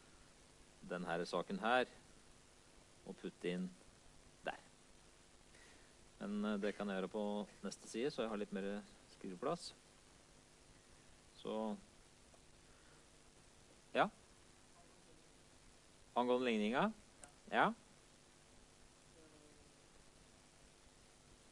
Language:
Norwegian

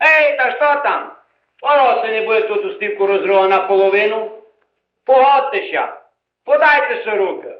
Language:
Rusyn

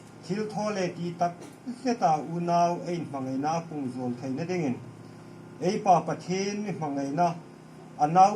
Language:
Hmar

